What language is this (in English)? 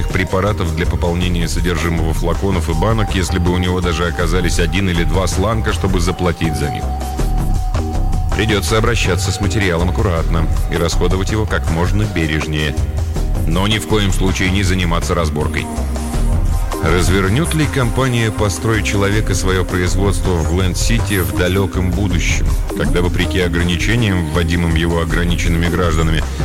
Russian